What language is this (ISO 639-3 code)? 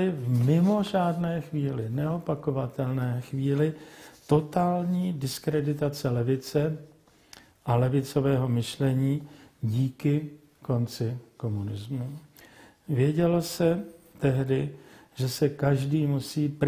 ces